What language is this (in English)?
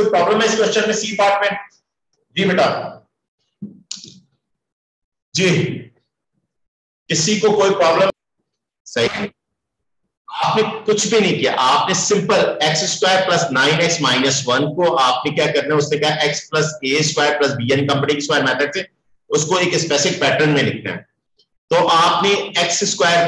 Hindi